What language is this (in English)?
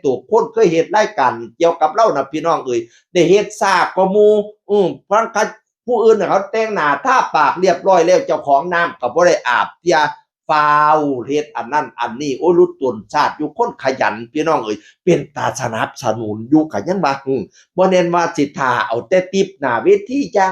Northeastern Thai